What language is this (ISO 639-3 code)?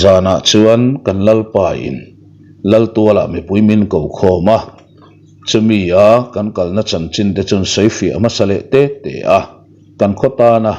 lus